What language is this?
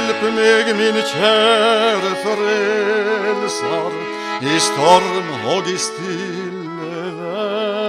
Norwegian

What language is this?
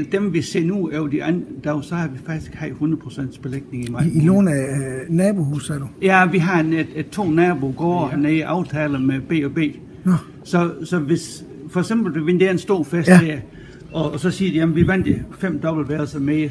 Danish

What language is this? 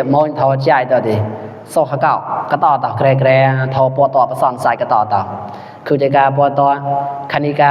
Mon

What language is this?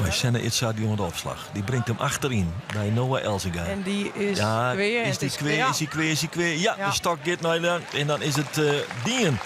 Western Frisian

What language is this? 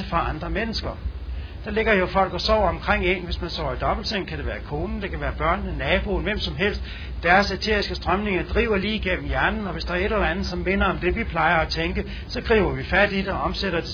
Danish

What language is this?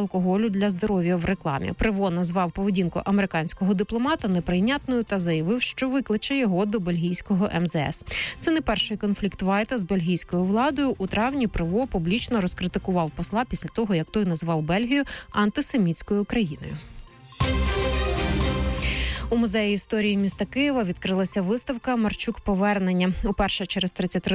Ukrainian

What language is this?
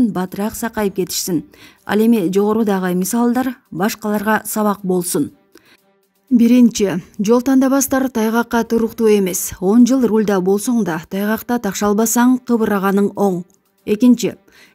Kyrgyz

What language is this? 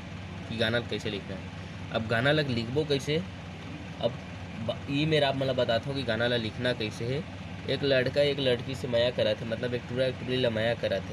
Chhattisgarhi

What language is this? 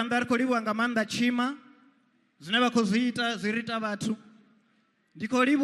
Venda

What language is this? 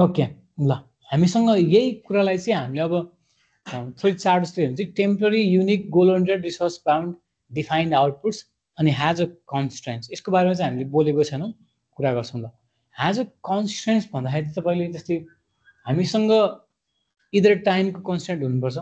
Nepali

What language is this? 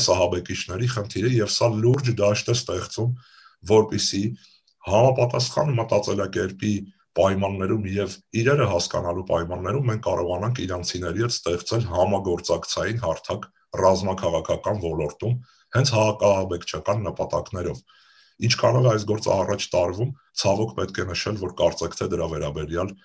Armenian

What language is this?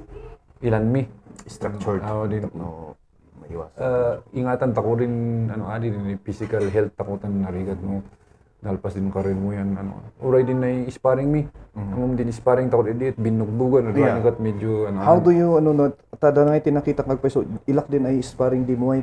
Kankanaey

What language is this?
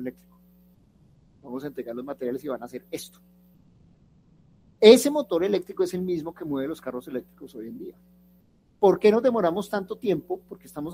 Spanish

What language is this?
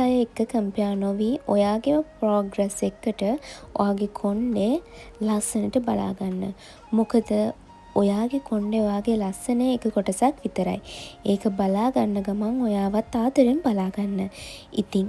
Sinhala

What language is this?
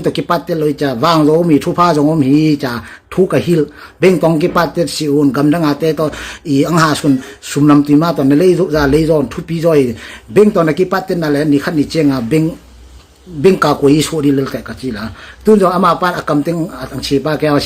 Tedim Chin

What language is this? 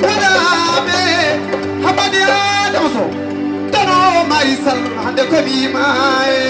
Fula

